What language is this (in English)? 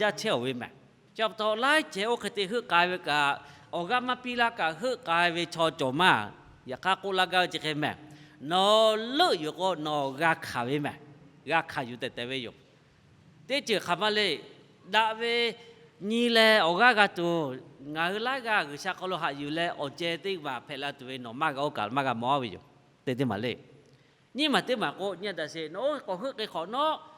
Lahu